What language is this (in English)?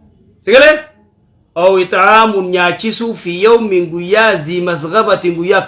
Oromo